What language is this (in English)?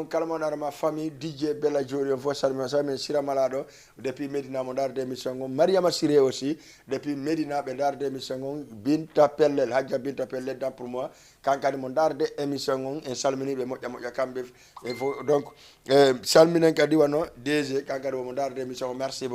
Fula